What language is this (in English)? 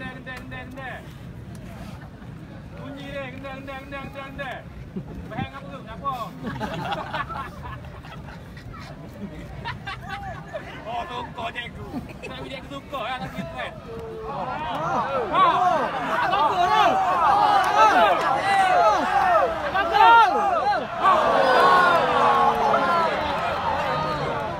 Malay